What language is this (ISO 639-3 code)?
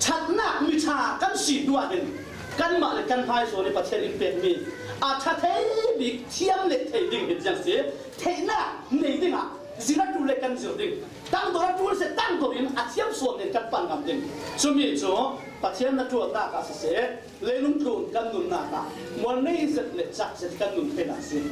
cfm